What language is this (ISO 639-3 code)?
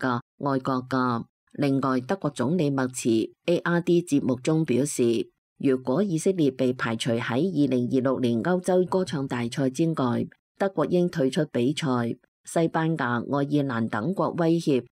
yue